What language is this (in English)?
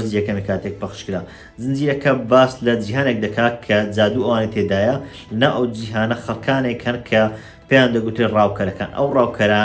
Central Kurdish